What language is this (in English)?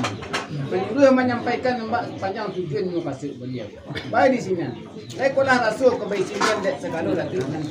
Minangkabau